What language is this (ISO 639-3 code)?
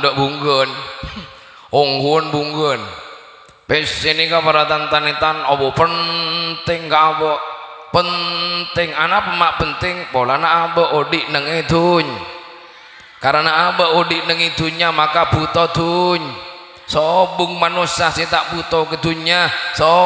mad